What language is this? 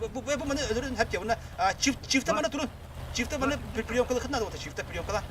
Yakut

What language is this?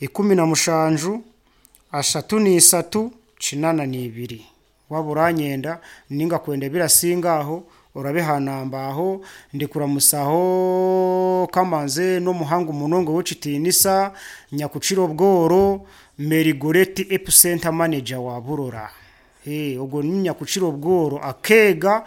Nyoro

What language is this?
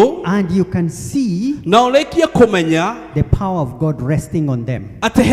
Kikuyu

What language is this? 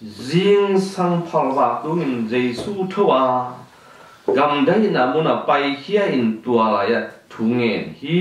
Tedim Chin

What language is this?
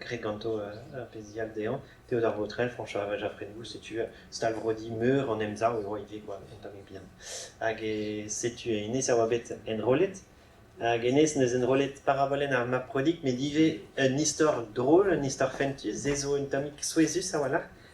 Breton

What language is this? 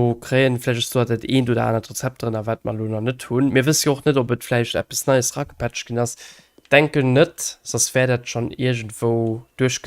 Luxembourgish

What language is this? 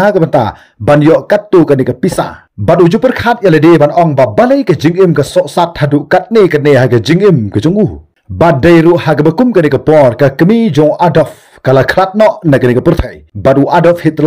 Khasi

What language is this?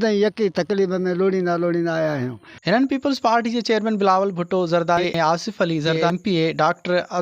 Sindhi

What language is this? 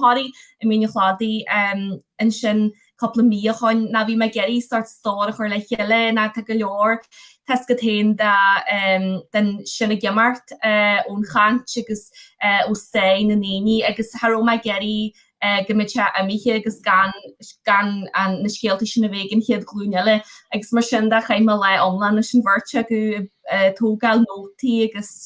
Irish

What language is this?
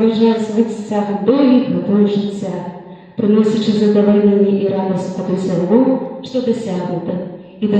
Belarusian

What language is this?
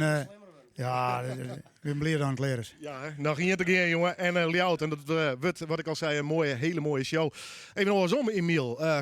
Western Frisian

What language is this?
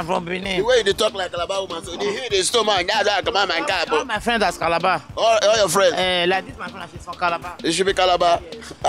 Nigerian Pidgin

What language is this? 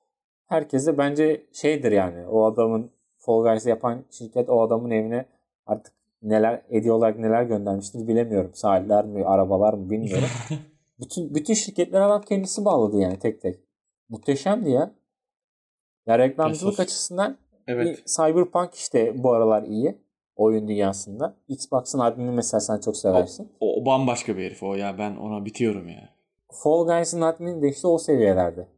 Turkish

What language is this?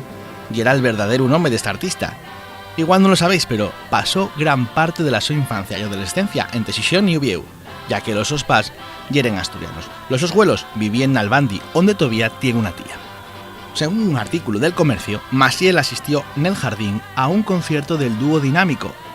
Asturian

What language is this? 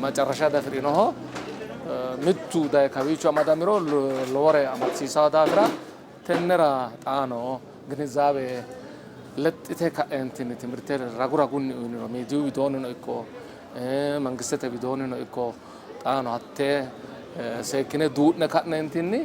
Sidamo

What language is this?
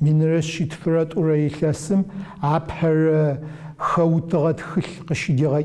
Adyghe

